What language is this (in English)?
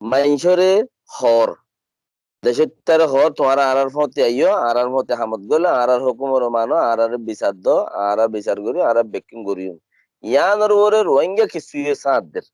Rohingya